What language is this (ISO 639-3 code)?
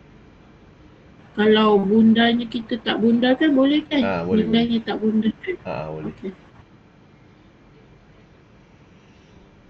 msa